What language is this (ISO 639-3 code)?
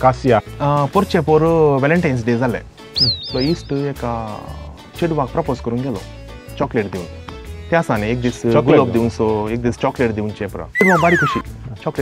kok